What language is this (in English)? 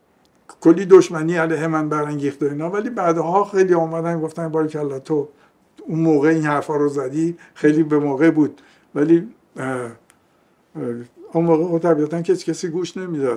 Persian